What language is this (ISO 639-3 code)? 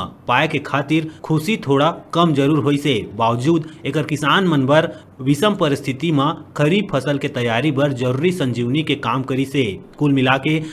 hne